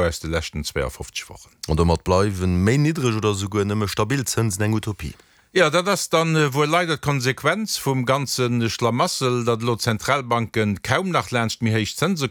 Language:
Luxembourgish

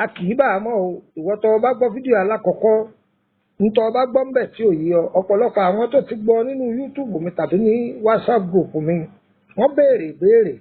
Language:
Yoruba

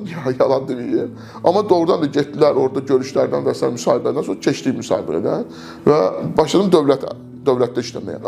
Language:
Azerbaijani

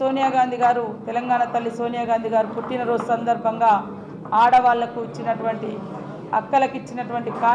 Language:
Telugu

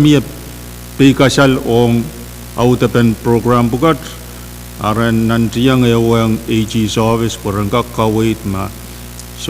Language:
Pohnpeian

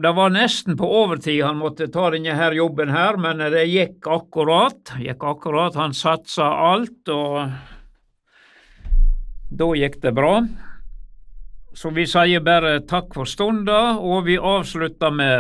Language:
Norwegian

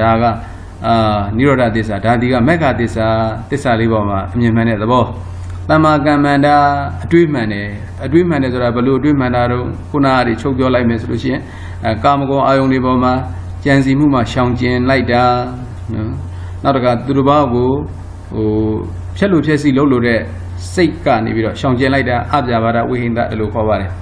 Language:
Burmese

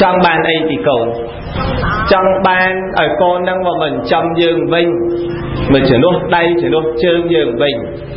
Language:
Khmer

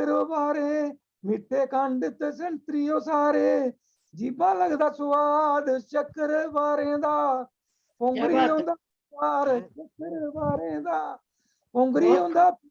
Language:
Dogri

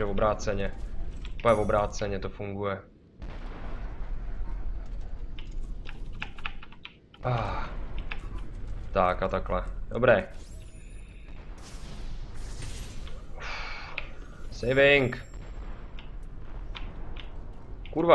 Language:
Czech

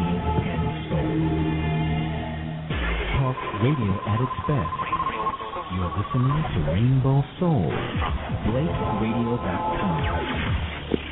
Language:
English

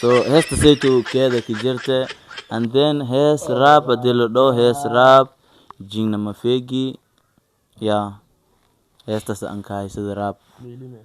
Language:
Somali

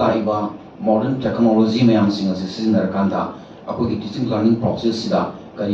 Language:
Manipuri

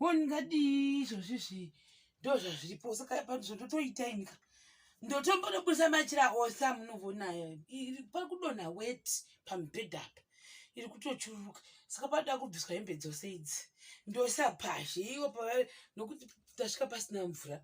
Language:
Shona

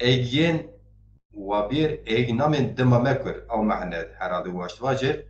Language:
Zaza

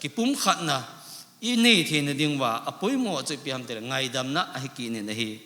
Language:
Thado Chin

